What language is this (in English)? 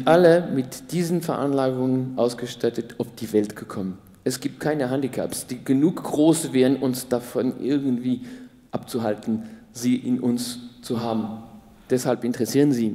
German